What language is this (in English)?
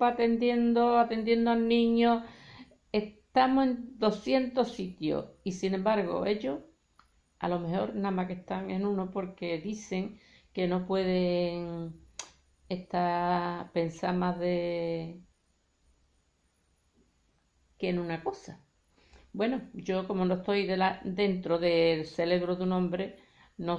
Spanish